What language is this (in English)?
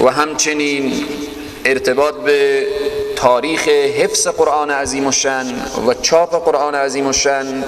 Persian